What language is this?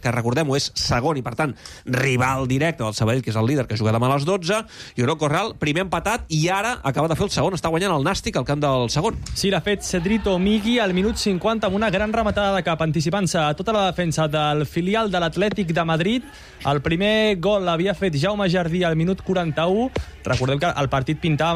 Catalan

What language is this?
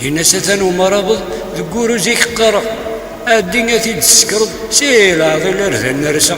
Kabyle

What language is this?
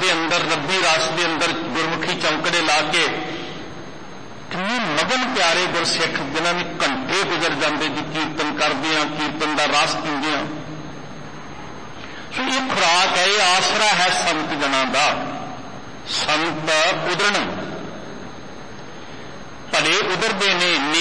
Punjabi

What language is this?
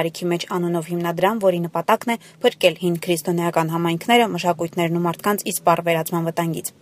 Armenian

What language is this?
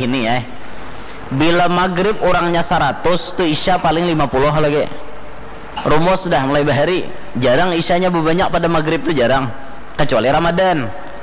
Banjar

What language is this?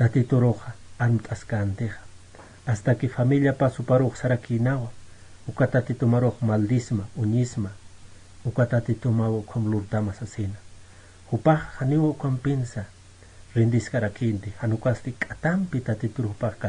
Aymara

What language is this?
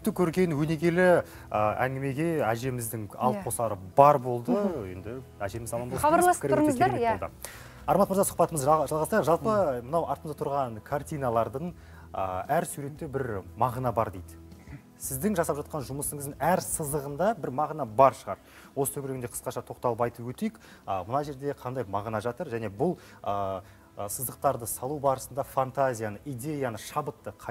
Kazakh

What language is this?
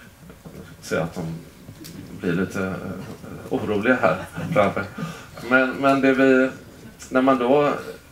Swedish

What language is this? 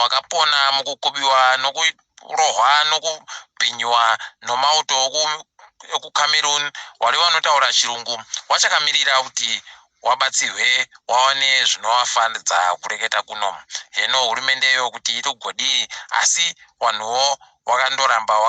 Ndau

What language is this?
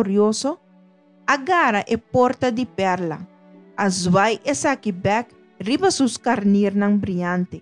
Papiamento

